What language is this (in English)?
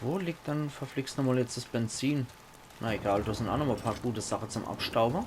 Palatine German